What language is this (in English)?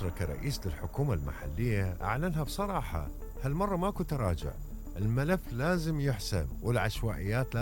Mesopotamian Arabic